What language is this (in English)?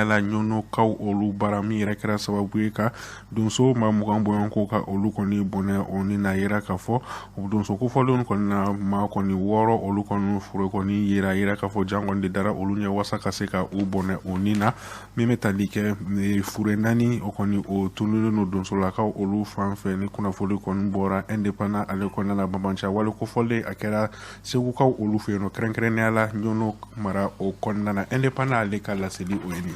Bambara